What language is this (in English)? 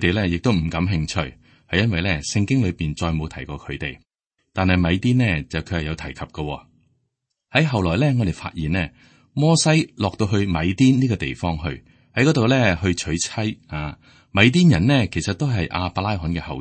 Cantonese